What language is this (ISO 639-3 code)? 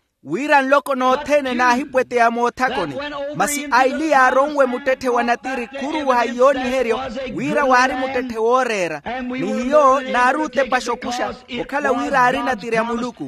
vmw